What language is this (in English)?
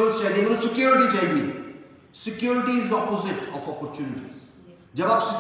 Hindi